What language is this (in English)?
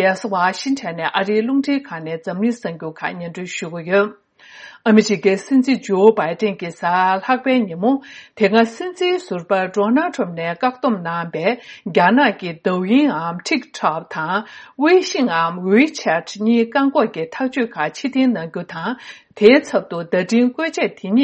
Tibetan